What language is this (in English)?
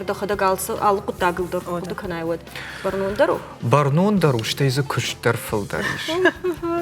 Ossetic